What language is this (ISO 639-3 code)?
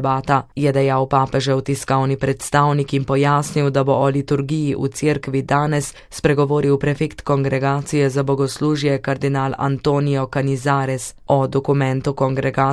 slv